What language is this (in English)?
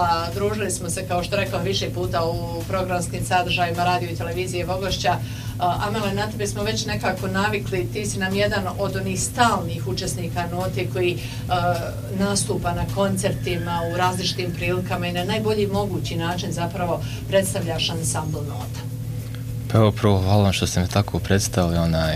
Bosnian